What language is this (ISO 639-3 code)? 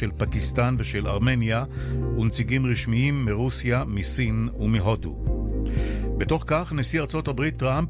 heb